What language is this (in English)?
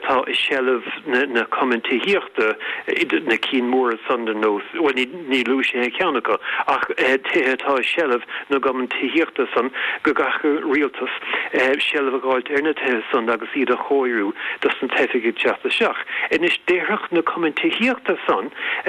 Irish